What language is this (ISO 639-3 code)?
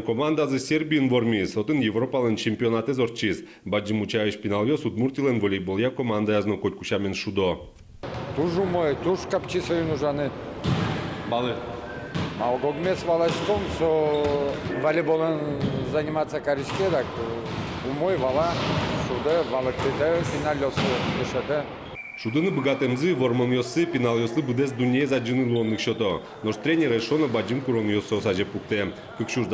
udm